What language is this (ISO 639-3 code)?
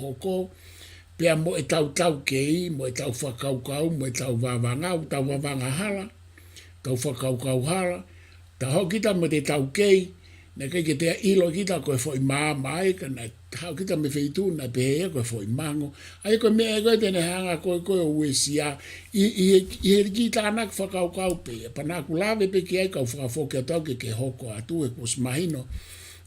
ton